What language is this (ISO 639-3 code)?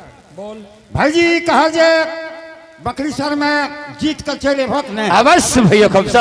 anp